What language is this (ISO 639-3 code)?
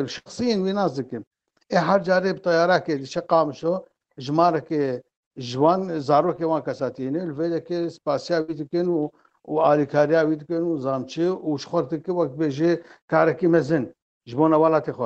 kur